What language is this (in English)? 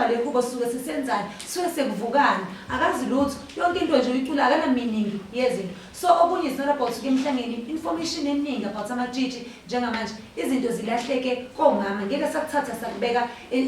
Zulu